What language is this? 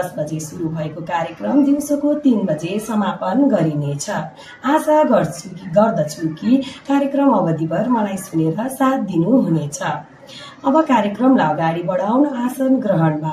Nepali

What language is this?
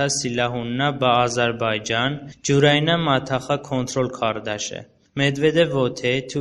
Talysh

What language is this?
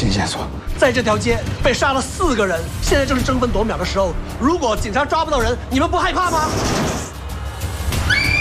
Chinese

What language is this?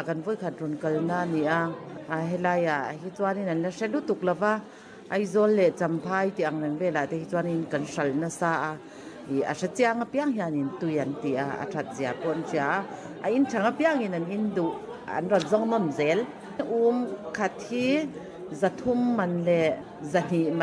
Mizo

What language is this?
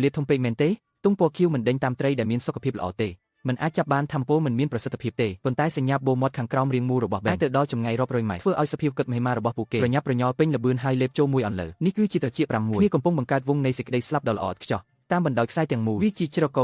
Khmer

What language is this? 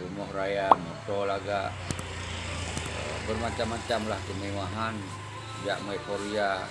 Achinese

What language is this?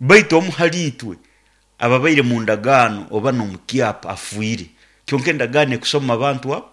Nyoro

